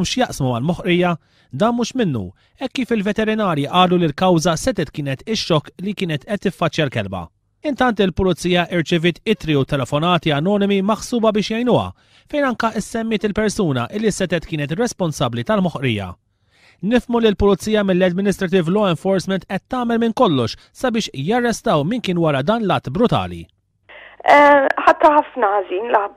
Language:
Maltese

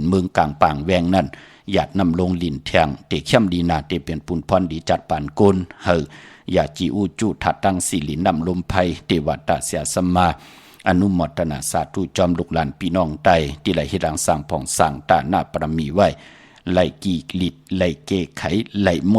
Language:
Shan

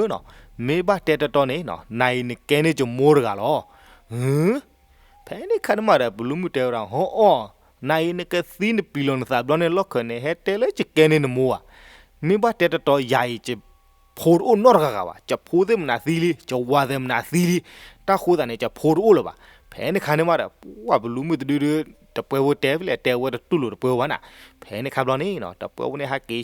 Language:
S'gaw Karen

